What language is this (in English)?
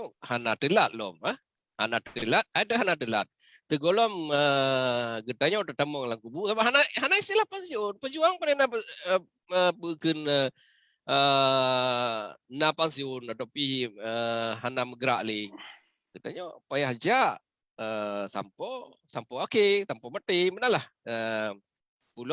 Achinese